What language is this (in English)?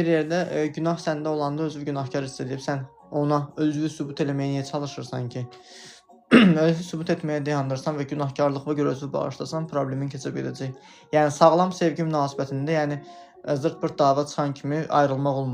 Azerbaijani